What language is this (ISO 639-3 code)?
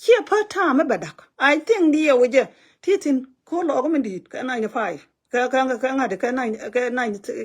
nus